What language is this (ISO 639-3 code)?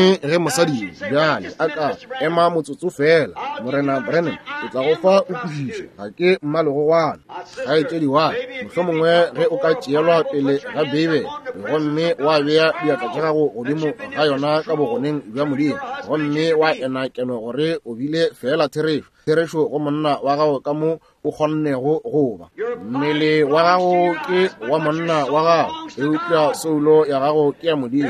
nso